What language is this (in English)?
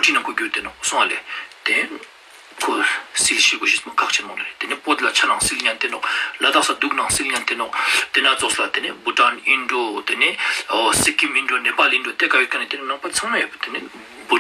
Ladakhi